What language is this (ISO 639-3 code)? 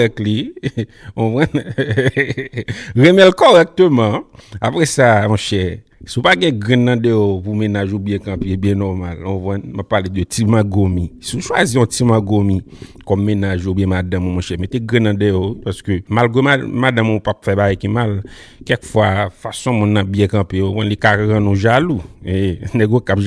hat